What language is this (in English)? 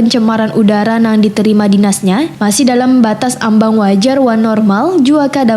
Banjar